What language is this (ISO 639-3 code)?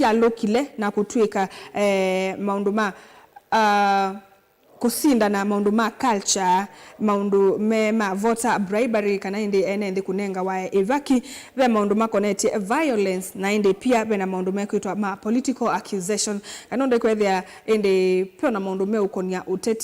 kam